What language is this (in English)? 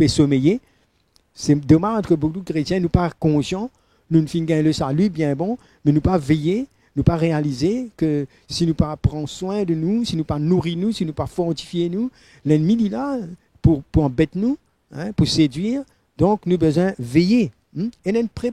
Morisyen